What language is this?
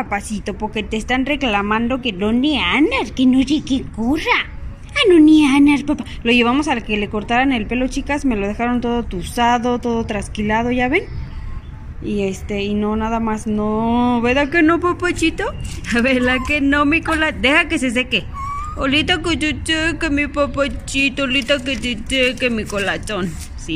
Spanish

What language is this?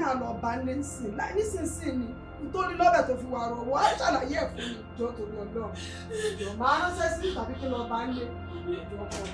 Yoruba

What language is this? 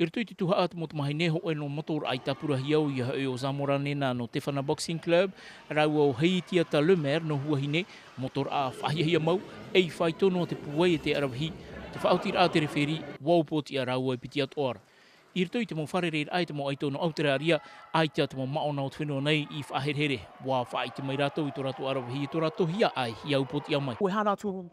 Tahitian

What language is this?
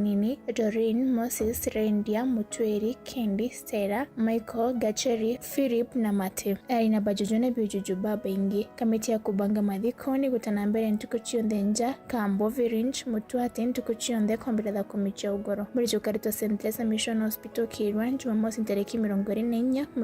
Meru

